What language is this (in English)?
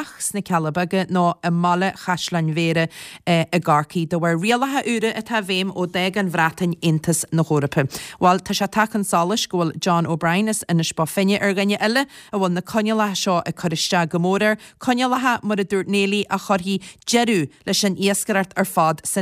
Irish